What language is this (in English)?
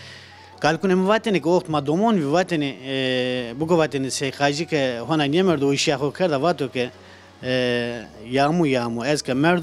Zaza